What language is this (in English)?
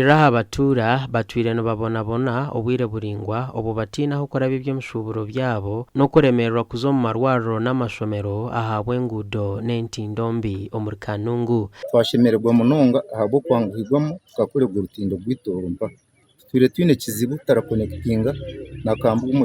Nyankole